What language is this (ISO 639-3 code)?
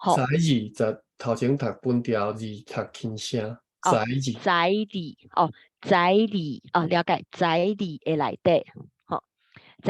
nan